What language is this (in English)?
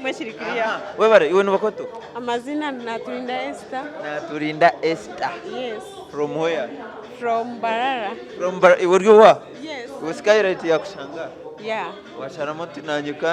Nyankole